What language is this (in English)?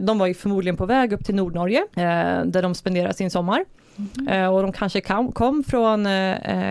Swedish